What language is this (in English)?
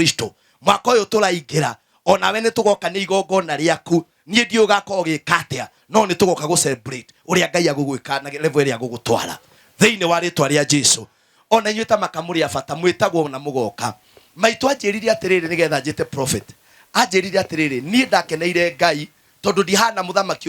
Kikuyu